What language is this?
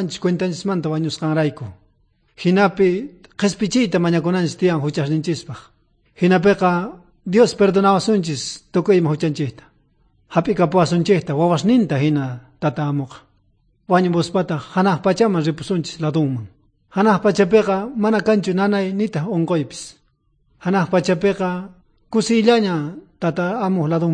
South Bolivian Quechua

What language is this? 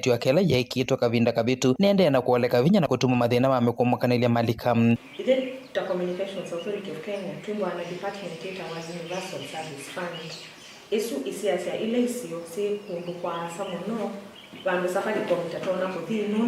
Kamba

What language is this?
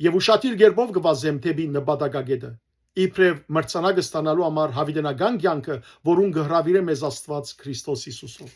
Western Armenian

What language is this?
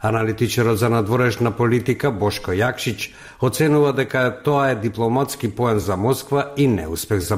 Macedonian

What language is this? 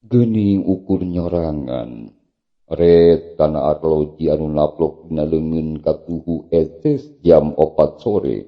Sundanese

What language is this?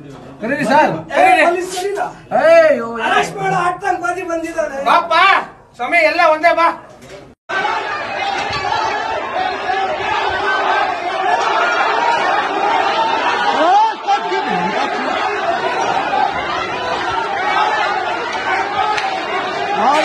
Kannada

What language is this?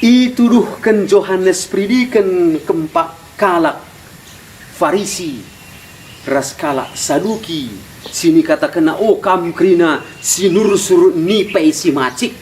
Batak Karo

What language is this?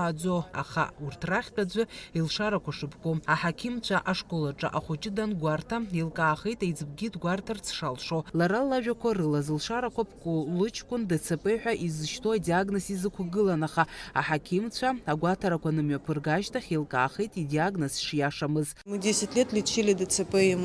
Abkhazian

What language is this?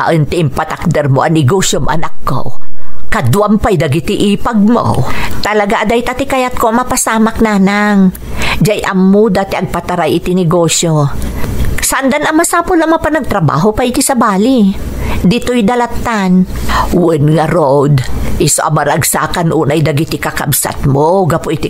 Iloko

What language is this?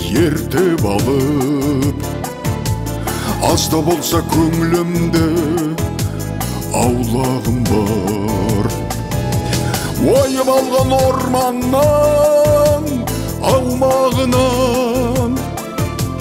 Kazakh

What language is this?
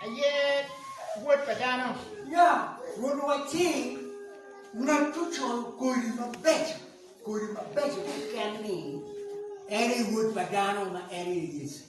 Acoli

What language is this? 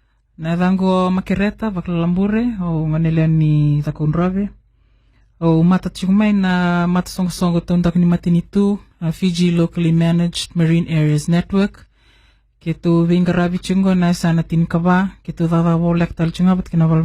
Fijian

